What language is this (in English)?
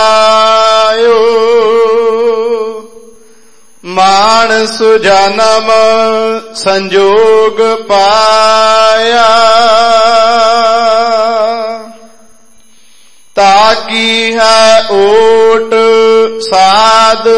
Punjabi